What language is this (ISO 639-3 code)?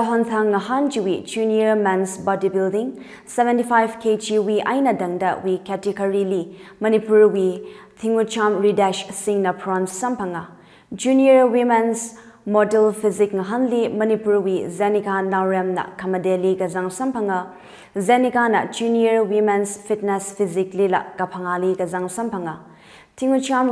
nmf